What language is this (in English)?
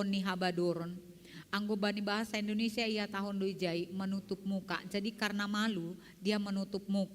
Batak Simalungun